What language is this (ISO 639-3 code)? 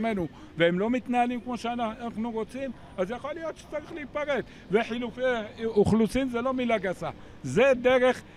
heb